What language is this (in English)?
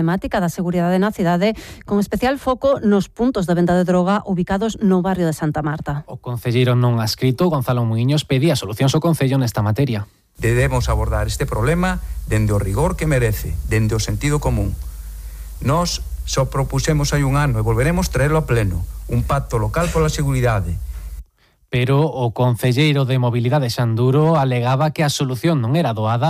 Galician